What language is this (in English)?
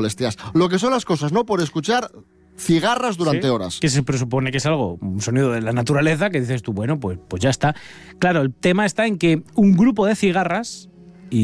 Spanish